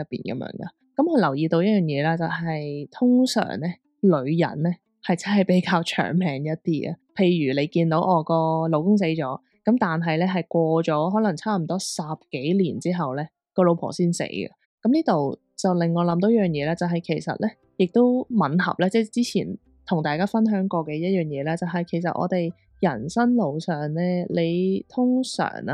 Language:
Cantonese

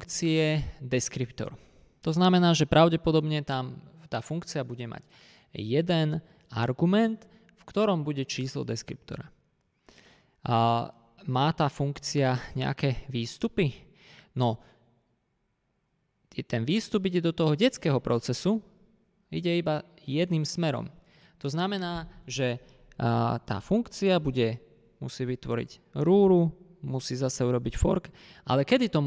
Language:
Slovak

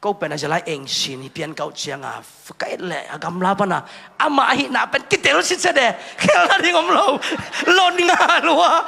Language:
Tedim Chin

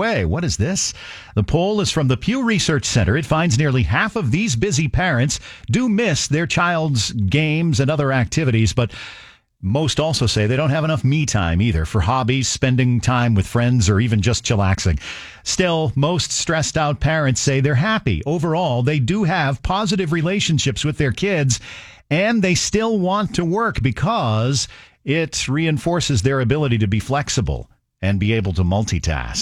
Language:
English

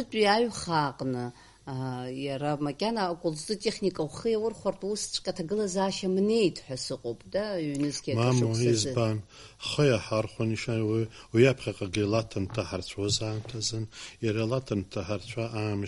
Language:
Abkhazian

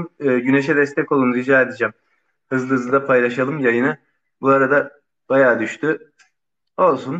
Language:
Turkish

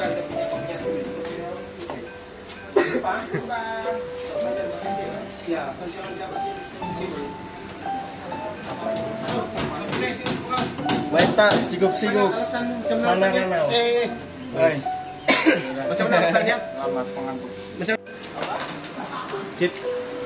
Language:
Malay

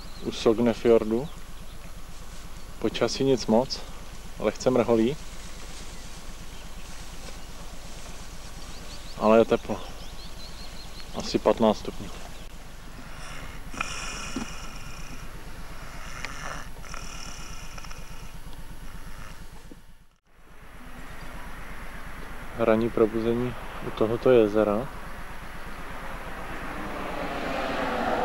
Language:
Czech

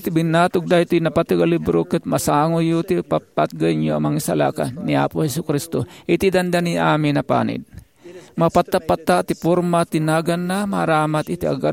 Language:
Iloko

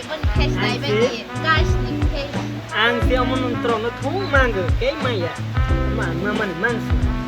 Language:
Kok Borok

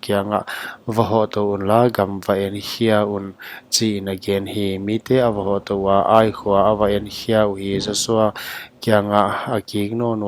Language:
Paite Chin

